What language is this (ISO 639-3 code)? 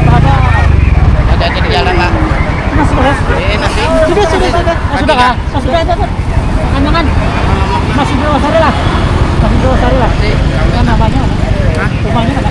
bjn